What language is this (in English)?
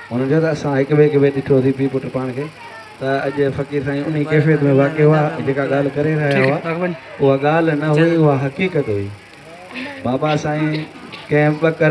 Sindhi